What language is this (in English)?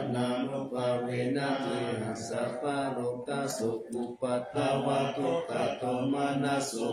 Pali